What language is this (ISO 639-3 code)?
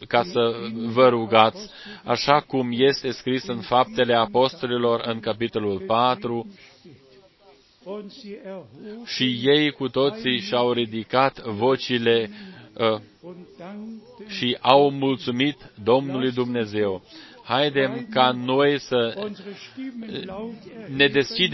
ron